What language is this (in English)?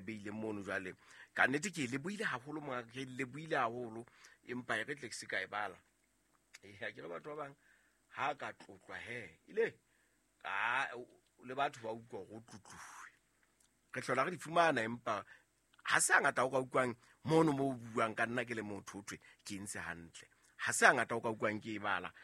Southern Sotho